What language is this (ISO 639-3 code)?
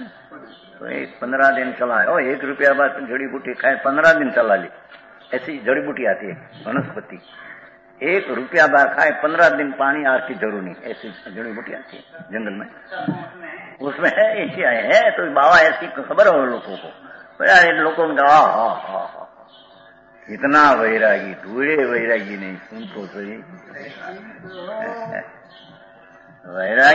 hin